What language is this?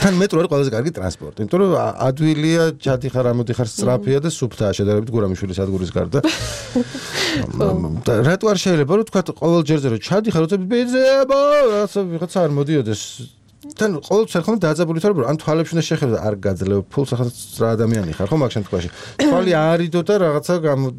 Georgian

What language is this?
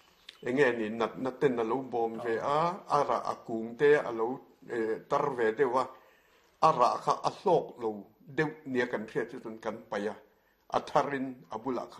Mizo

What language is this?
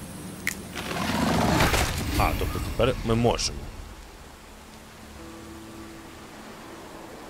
Ukrainian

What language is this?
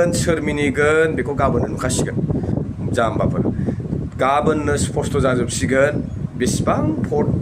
Bodo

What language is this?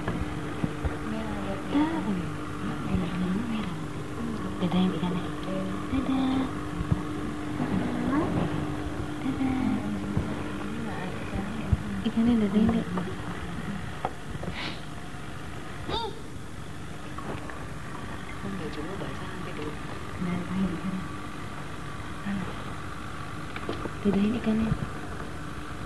Indonesian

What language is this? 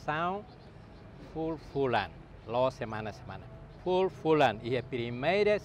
Tetum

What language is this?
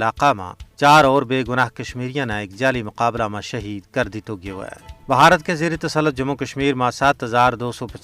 Gujari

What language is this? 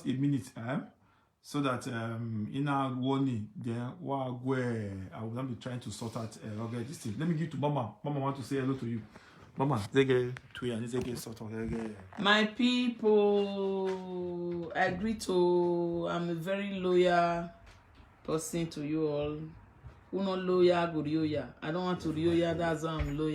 Nigerian Pidgin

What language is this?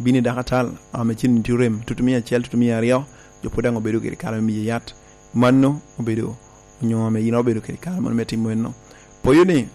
Lango (Uganda)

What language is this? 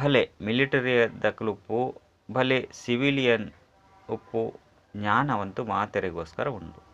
Tulu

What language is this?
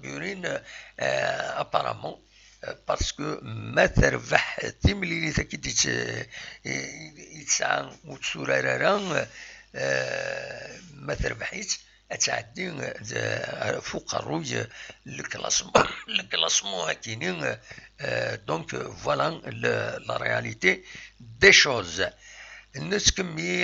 Kabyle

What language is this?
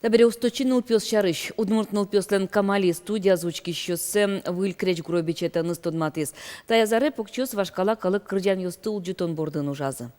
Udmurt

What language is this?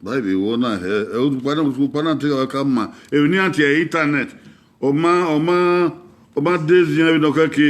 Bini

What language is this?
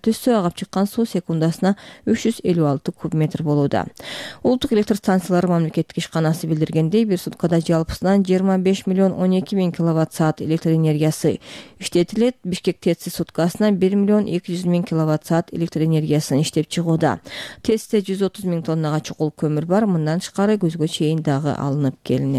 Kyrgyz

